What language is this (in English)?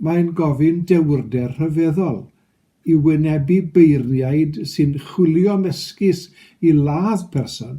Welsh